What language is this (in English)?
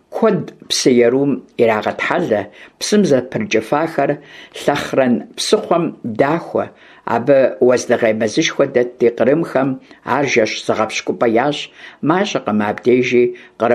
Kabardian